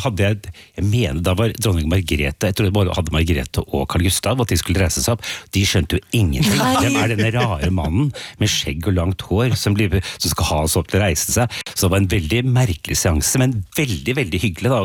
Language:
Norwegian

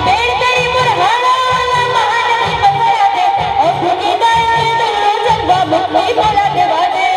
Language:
Chhattisgarhi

